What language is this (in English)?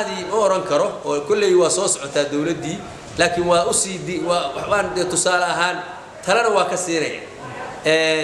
Somali